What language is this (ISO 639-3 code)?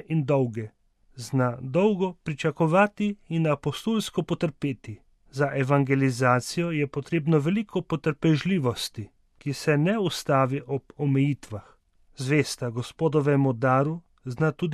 slv